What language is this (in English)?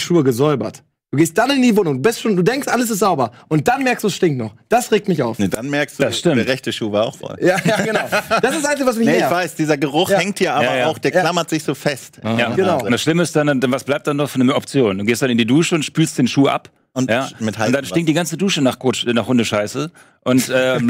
German